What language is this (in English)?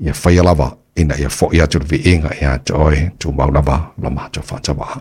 Samoan